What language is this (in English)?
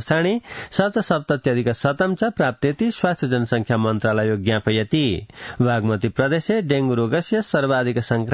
Sanskrit